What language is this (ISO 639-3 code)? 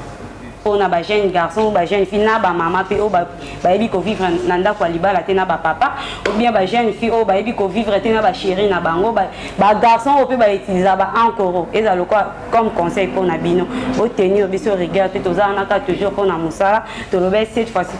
lin